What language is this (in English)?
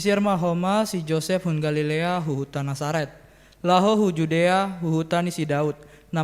Batak Simalungun